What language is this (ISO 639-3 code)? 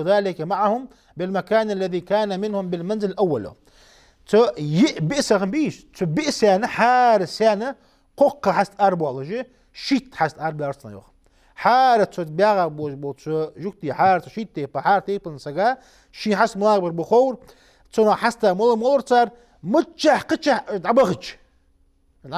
inh